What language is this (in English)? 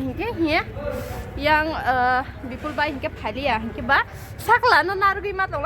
Kok Borok